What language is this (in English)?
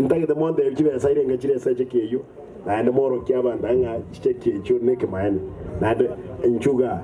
Gusii